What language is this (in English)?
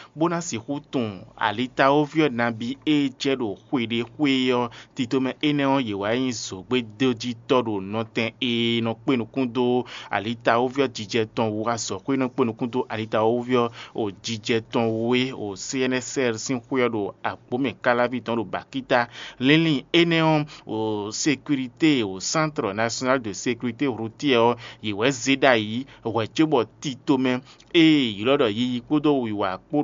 Fon